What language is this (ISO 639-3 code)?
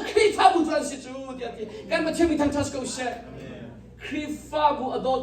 cnh